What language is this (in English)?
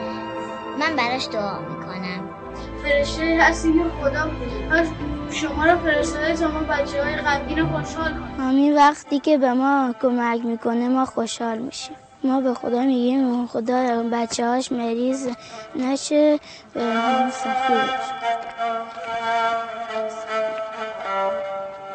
Persian